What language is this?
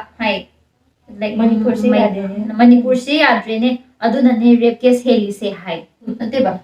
Manipuri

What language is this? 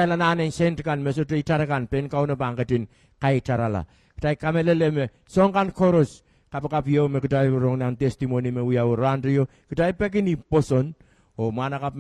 Pohnpeian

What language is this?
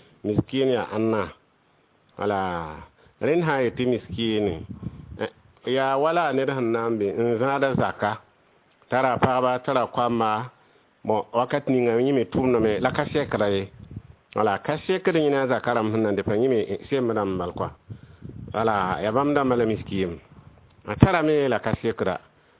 Mossi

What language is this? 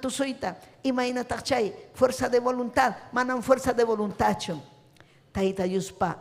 Ayacucho Quechua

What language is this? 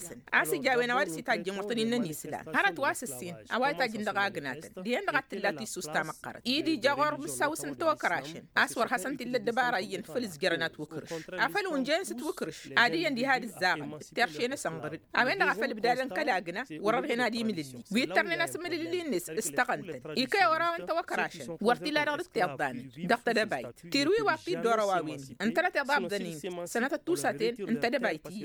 Tamasheq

